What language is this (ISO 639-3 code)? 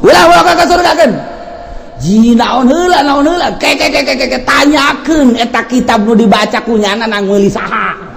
sun